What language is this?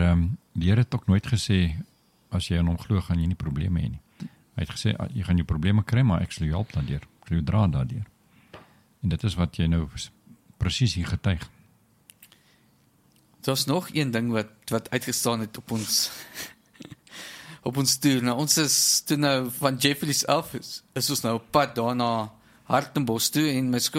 Afrikaans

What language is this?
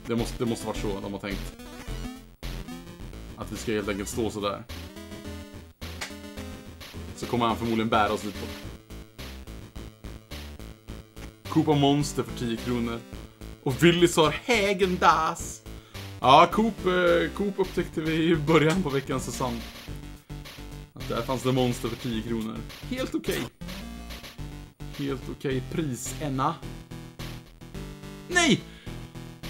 Swedish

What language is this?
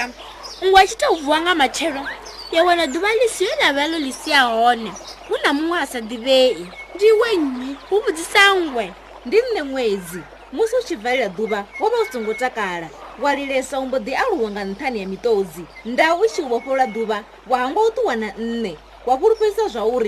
Venda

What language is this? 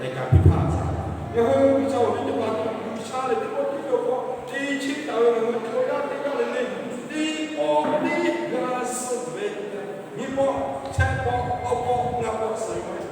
Lahu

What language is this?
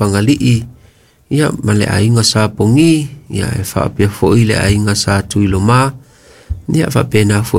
Samoan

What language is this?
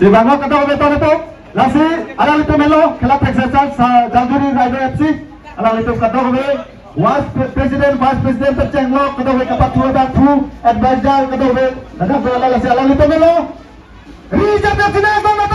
Karbi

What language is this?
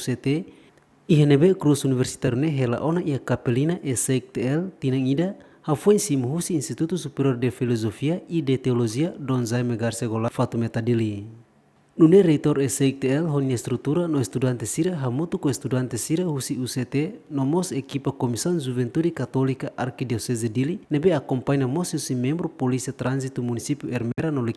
Tetum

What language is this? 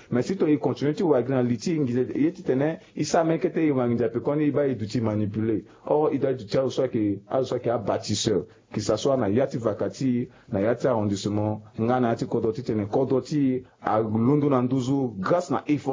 Sango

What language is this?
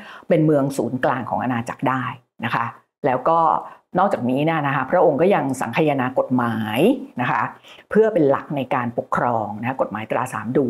Thai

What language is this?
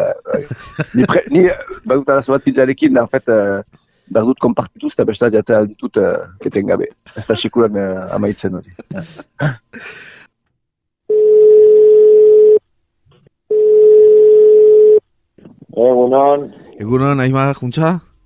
Basque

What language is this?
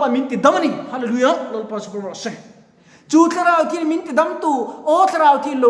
Mizo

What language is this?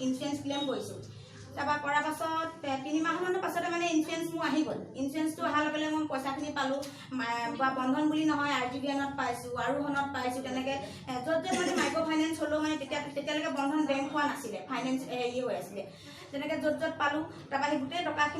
Assamese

